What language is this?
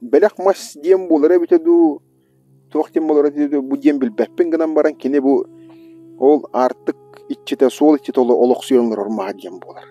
Yakut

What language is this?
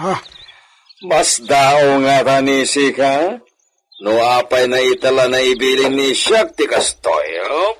Iloko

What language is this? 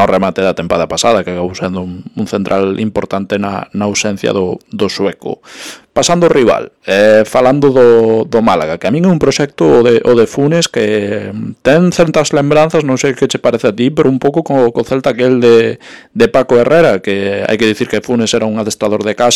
Galician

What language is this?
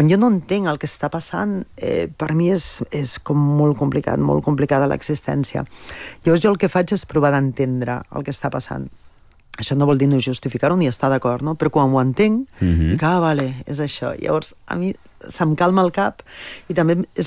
Catalan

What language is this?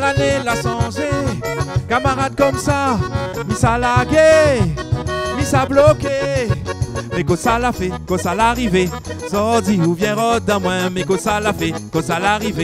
Réunion Creole French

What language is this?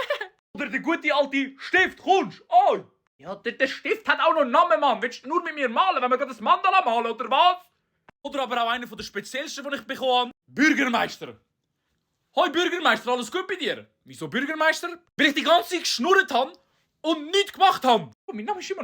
Swiss German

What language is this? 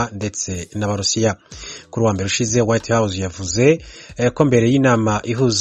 Kinyarwanda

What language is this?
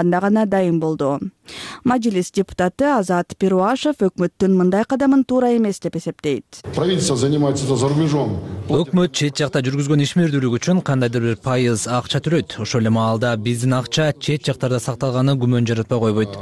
Kyrgyz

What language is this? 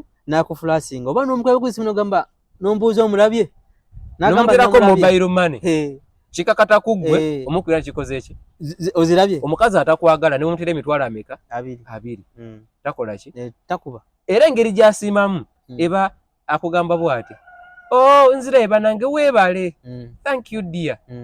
Ganda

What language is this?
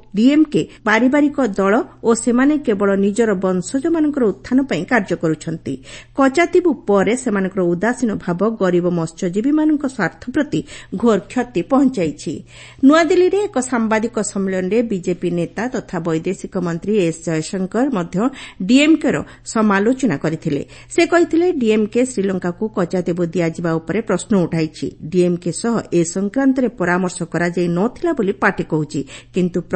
Odia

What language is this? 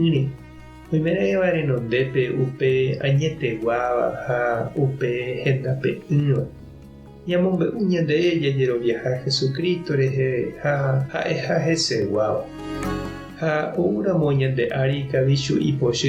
Guarani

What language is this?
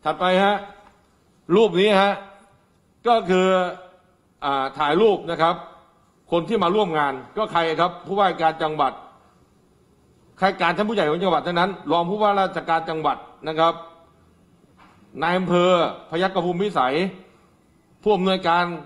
Thai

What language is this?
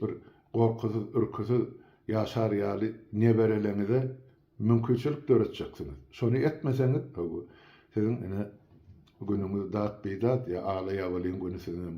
Turkmen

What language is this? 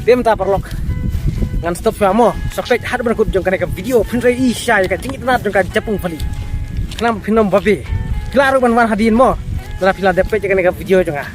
Khasi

